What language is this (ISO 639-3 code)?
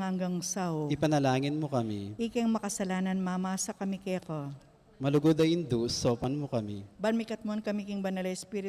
pam